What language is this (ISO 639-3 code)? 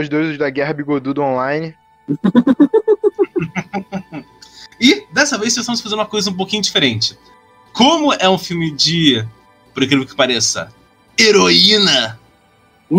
por